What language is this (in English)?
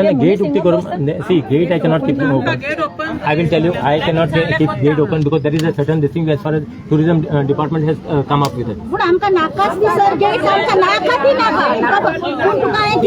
Konkani